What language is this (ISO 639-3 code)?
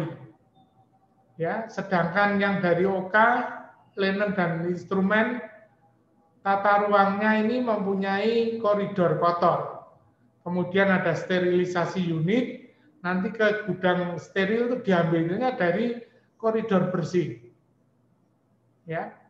ind